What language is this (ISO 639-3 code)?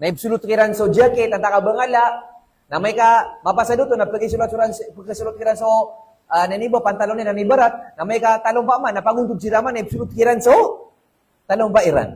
mrw